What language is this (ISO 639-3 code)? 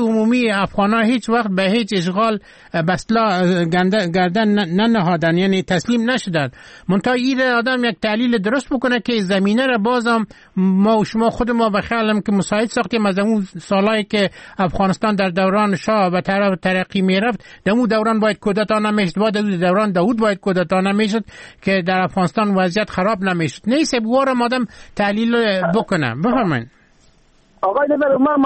fas